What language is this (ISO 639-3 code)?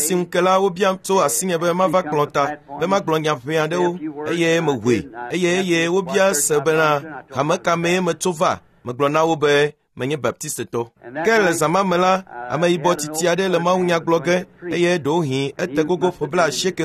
ewe